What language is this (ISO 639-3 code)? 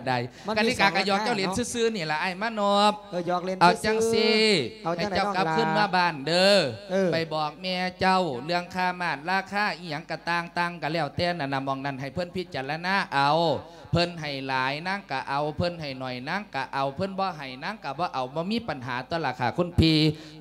lao